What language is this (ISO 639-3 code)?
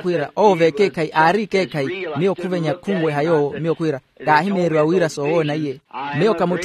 vmw